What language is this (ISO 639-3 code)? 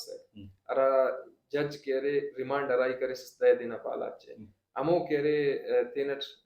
brh